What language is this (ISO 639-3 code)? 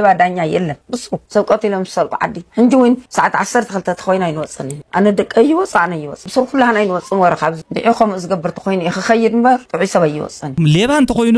tir